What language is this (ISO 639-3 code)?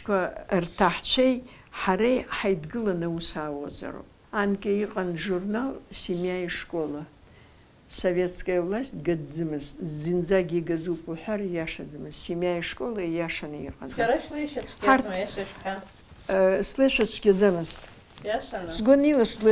abk